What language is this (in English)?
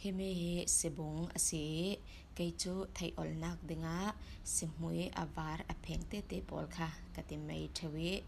Falam Chin